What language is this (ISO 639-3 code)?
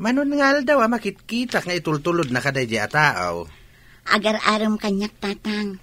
ilo